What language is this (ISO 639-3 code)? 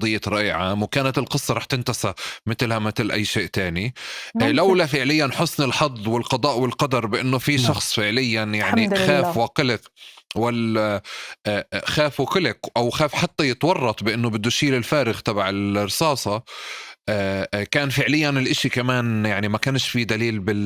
apc